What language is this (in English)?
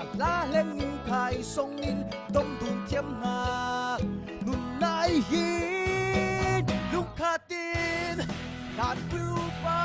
Falam Chin